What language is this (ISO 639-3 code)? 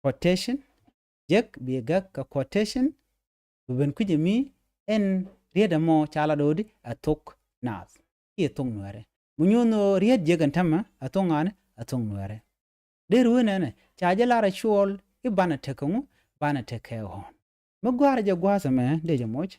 nus